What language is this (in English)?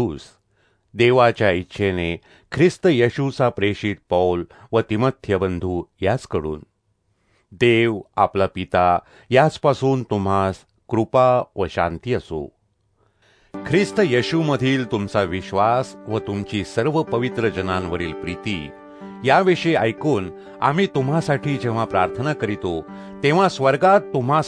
Marathi